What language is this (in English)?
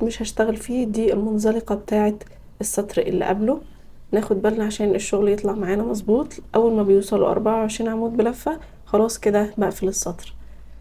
Egyptian Arabic